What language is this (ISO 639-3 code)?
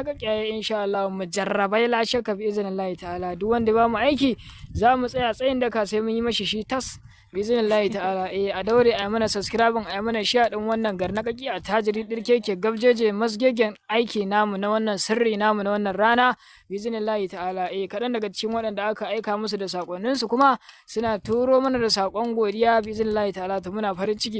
hau